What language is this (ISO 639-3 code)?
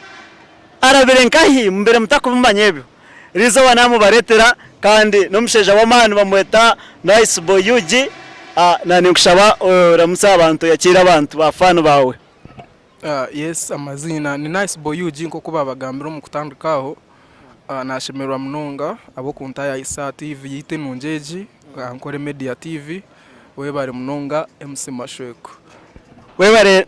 nyn